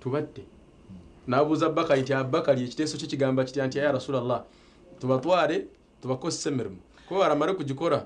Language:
Nyankole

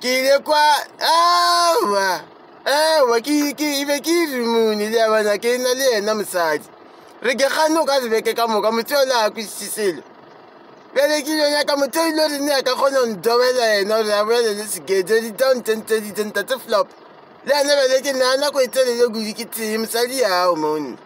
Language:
Northern Sotho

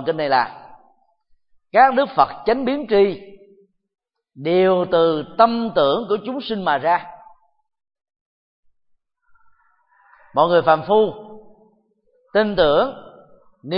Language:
Vietnamese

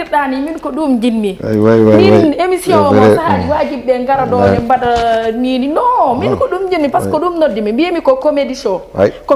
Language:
Fula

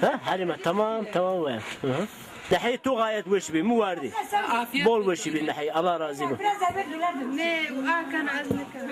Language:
Zaza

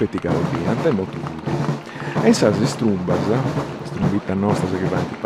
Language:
Sardinian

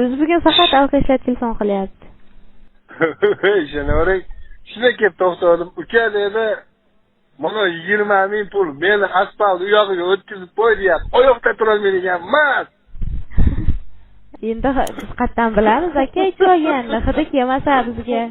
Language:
Uzbek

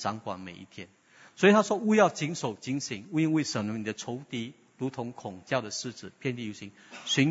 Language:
Chinese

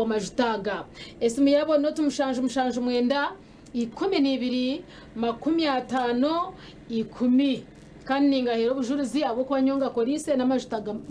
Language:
Nyankole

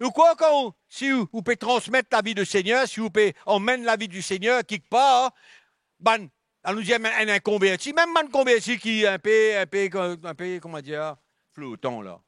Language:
Morisyen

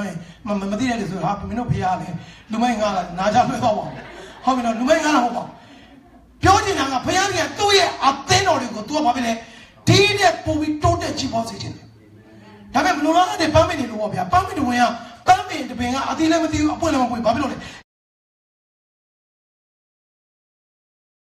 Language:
Burmese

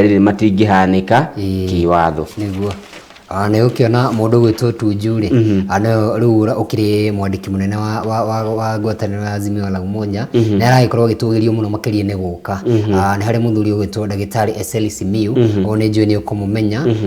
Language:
Kikuyu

